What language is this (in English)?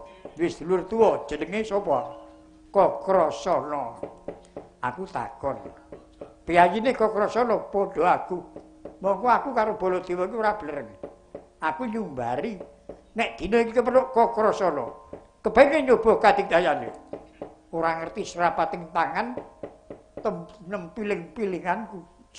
Javanese